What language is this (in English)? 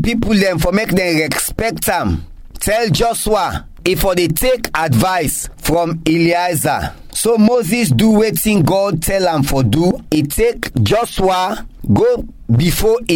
Krio